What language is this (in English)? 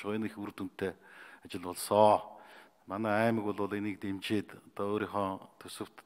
Mongolian